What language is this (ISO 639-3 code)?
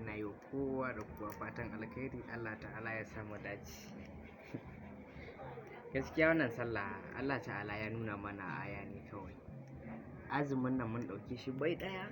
hau